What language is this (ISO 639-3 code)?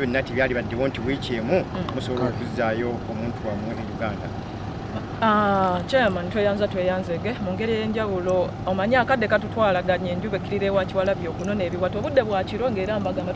lug